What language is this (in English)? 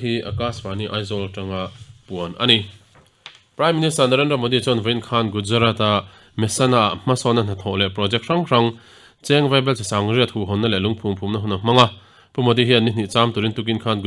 Mizo